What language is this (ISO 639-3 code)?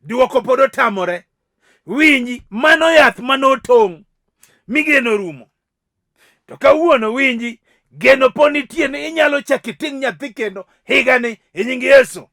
luo